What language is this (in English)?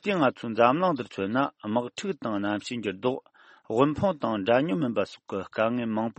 Tibetan